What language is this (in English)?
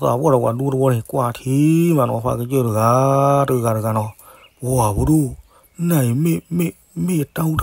S'gaw Karen